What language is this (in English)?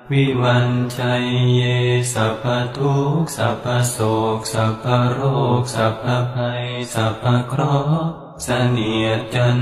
Pali